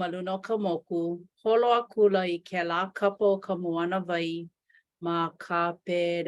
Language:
Hawaiian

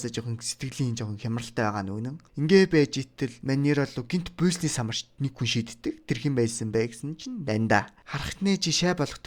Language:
Mongolian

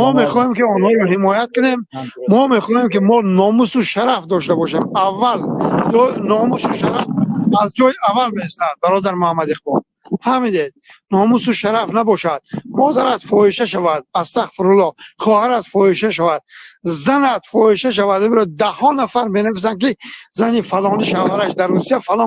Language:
Tajik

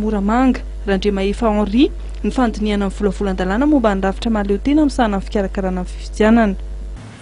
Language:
Malagasy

